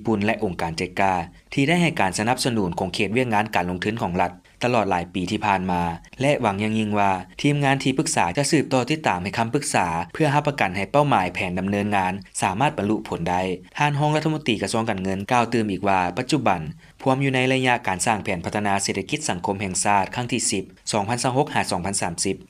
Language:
Lao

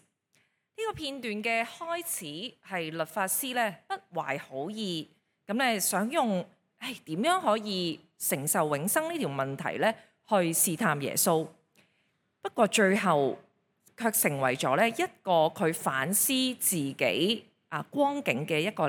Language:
Cantonese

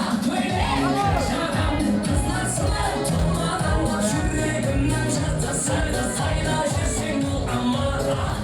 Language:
Kara-Kalpak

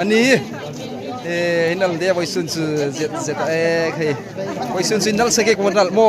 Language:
Hmar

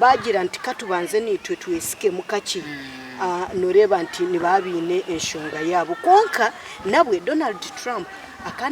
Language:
Nyankole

